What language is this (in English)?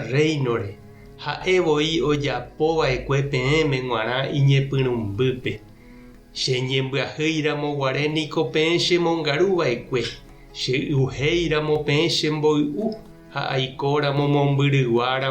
Guarani